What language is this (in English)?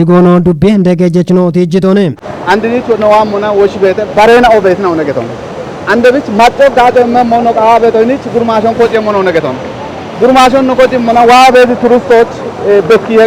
Kafa